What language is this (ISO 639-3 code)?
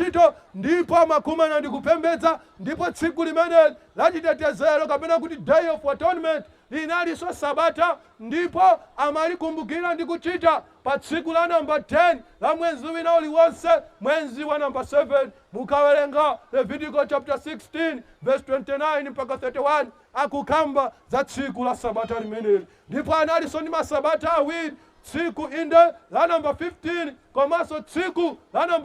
nya